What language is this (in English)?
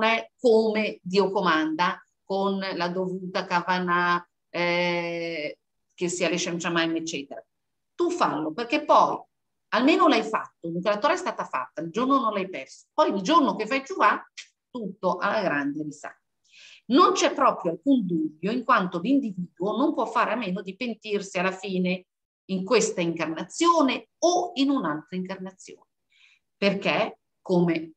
Italian